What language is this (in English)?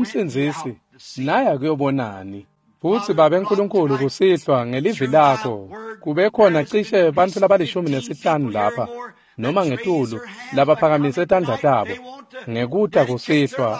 Swati